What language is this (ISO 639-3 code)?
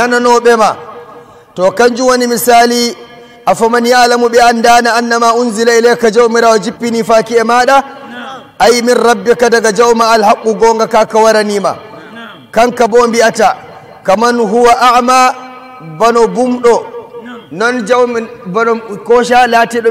fuv